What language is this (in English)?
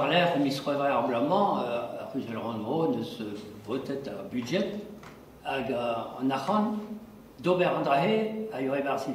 Breton